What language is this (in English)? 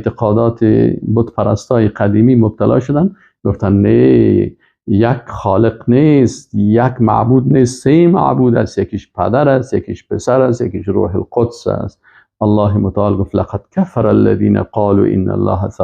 Persian